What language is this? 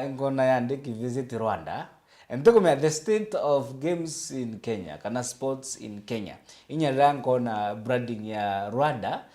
Meru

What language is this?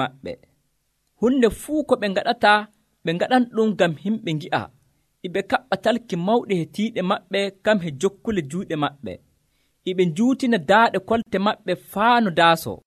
Nigerian Fulfulde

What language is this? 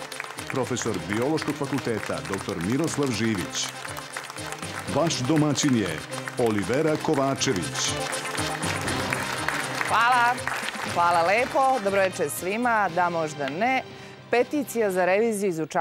Serbian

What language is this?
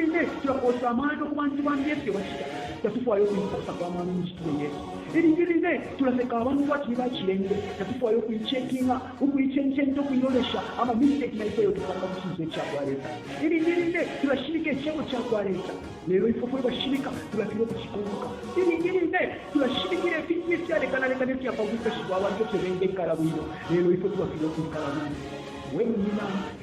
Bemba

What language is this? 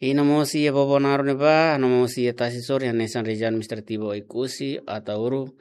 Tetum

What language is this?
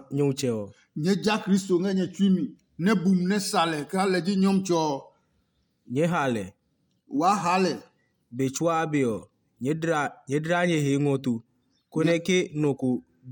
Adangme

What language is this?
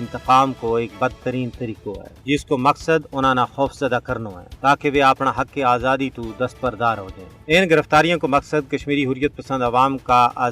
Gujari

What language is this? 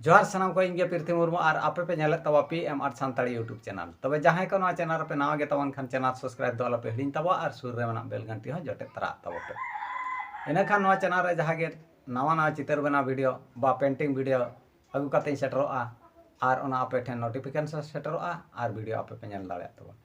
Santali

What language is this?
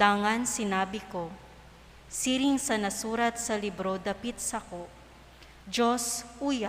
Bikol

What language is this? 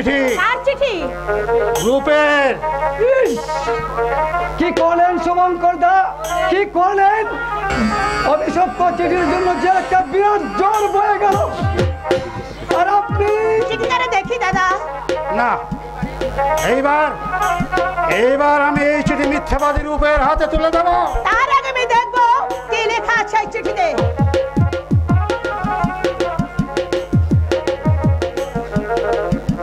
Bangla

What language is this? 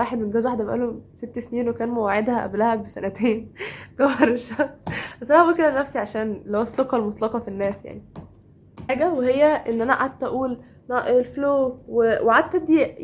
Egyptian Arabic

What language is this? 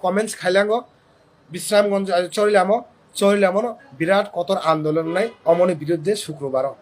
Kok Borok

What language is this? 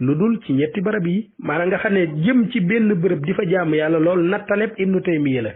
Wolof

